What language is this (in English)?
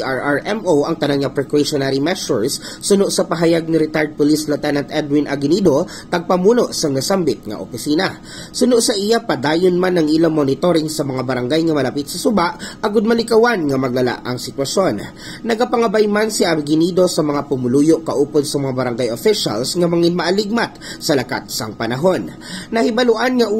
Hiligaynon